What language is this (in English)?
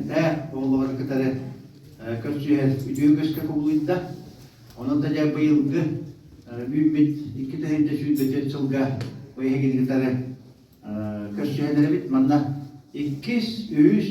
Yakut